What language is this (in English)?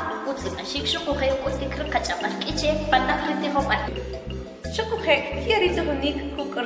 Kʼicheʼ